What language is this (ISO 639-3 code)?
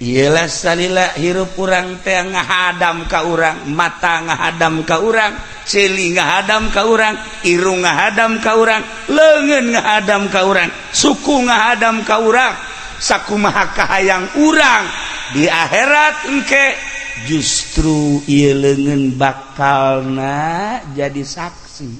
sun